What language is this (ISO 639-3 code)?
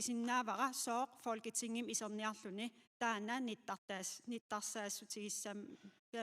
kal